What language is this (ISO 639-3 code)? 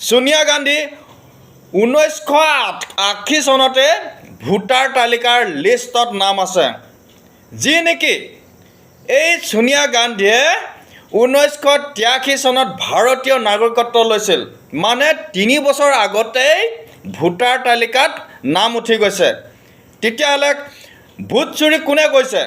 asm